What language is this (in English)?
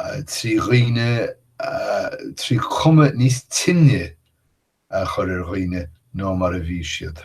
Irish